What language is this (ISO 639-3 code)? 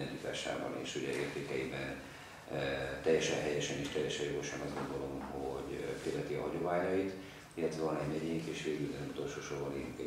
hun